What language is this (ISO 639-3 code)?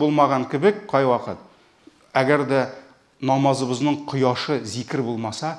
tat